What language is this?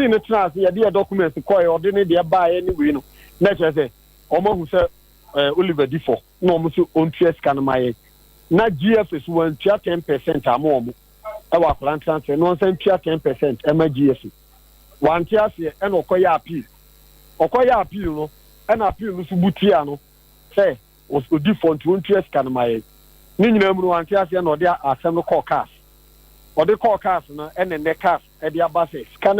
Akan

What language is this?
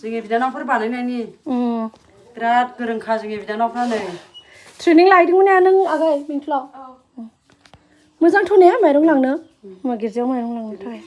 Bodo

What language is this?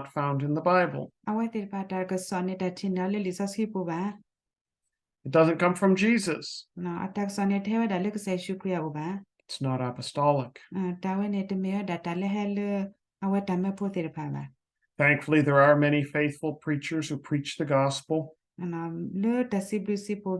S'gaw Karen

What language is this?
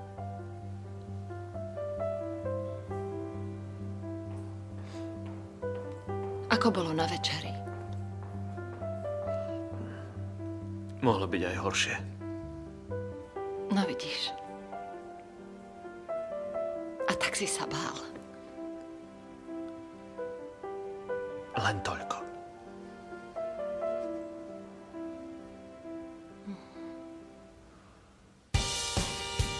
Slovak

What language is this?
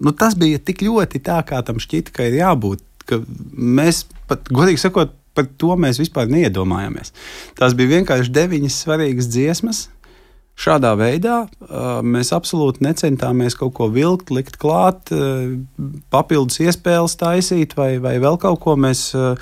Latvian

